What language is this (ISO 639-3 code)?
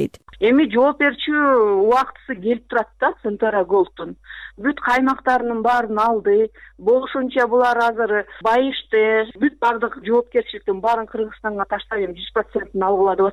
kir